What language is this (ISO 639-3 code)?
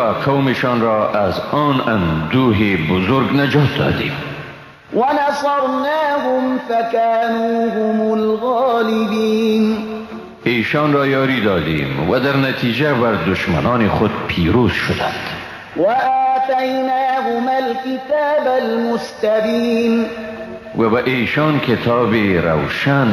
fas